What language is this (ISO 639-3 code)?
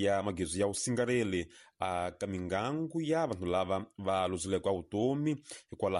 tso